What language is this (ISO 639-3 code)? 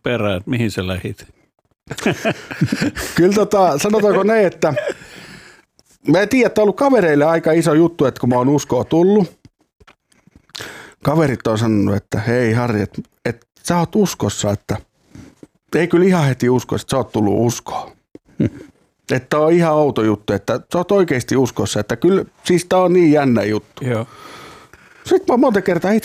fin